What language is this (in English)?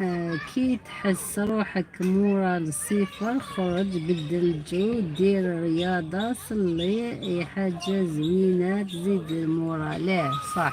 Algerian Arabic